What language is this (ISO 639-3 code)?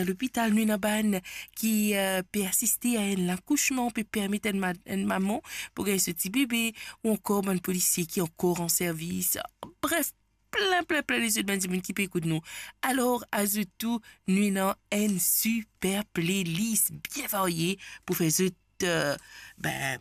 mfe